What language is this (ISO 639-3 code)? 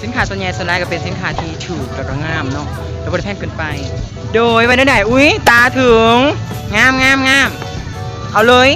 lao